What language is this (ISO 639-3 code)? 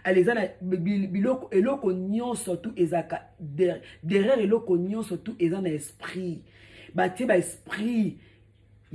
lin